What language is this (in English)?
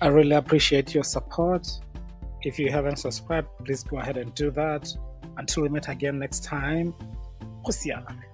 Tswana